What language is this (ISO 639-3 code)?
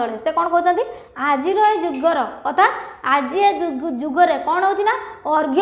ori